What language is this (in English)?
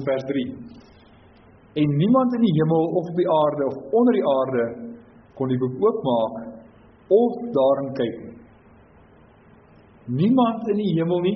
Afrikaans